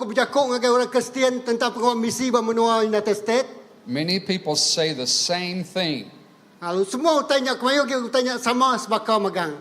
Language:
Iban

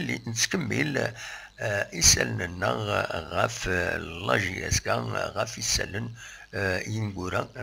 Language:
Kabyle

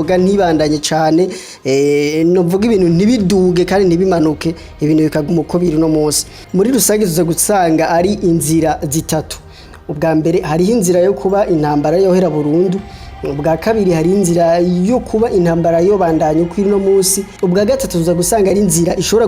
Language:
Rundi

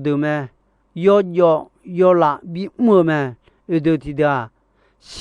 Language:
Akha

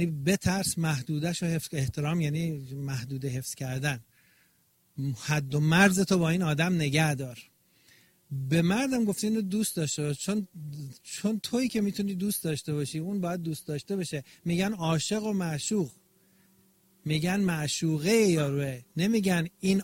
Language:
Persian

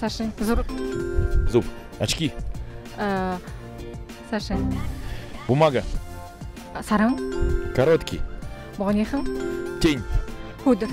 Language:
Buriat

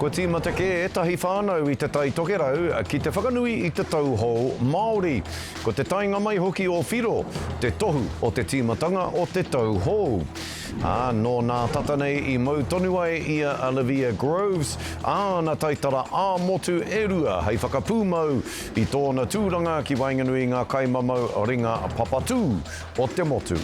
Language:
Māori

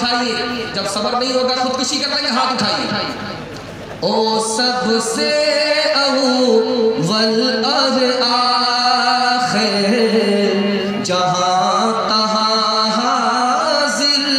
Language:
Urdu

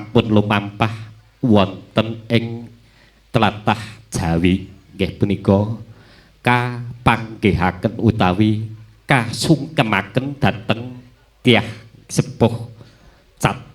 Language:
Javanese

